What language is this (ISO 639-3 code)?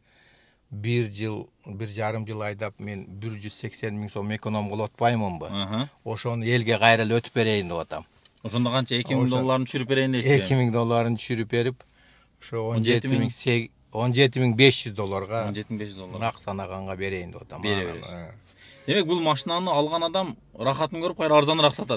kir